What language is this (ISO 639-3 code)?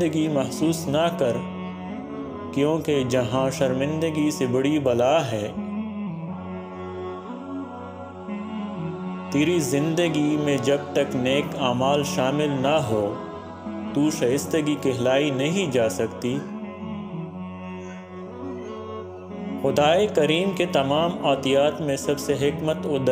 urd